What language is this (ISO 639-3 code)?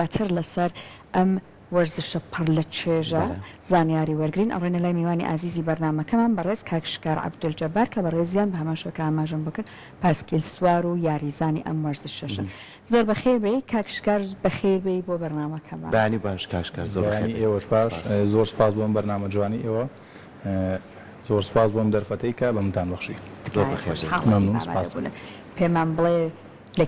ckb